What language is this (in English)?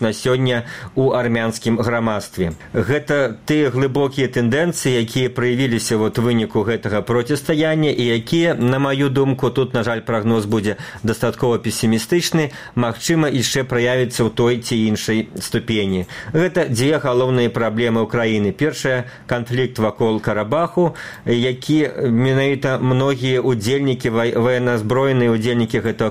Belarusian